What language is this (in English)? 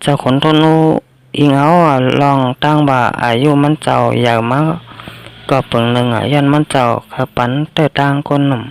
Shan